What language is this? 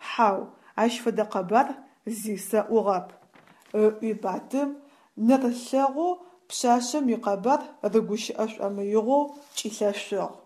Adyghe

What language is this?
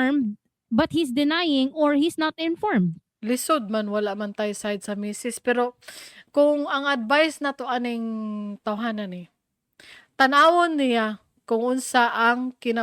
Cebuano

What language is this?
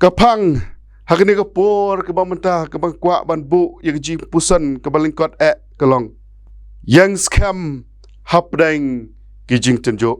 Khasi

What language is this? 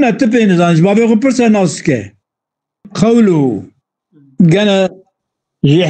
Kurdish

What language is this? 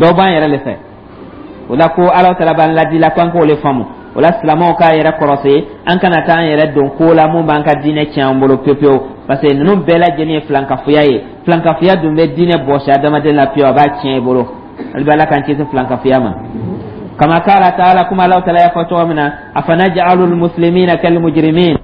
Dyula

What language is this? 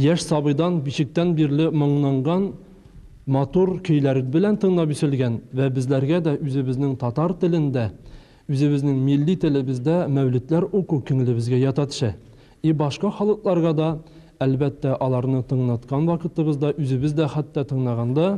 Tatar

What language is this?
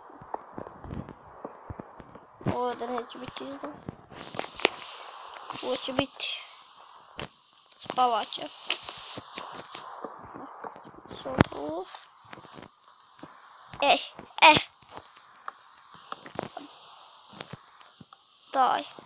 Croatian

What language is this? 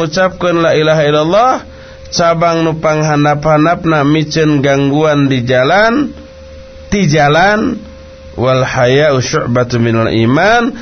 Sundanese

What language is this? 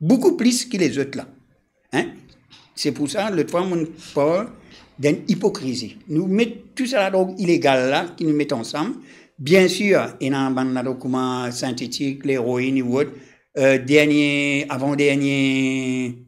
Morisyen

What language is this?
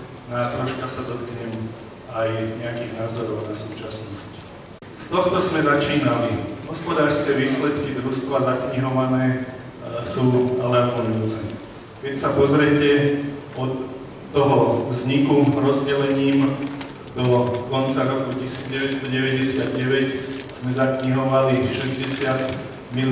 Slovak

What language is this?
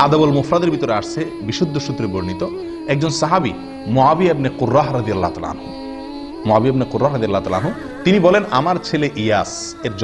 Bangla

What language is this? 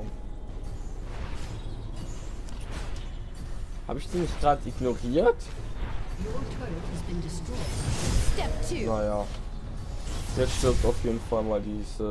German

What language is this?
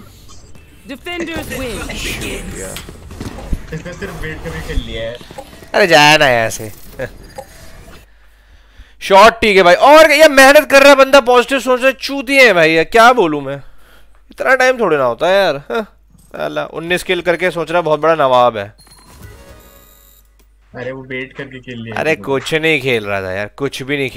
Hindi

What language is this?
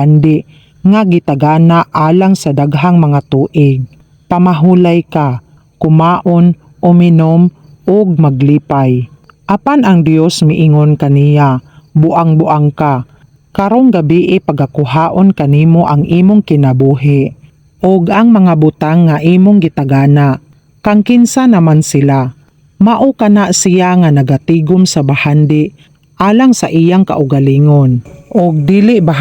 Cebuano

